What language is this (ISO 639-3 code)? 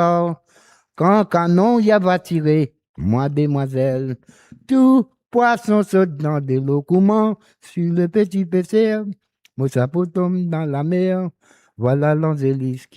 mfe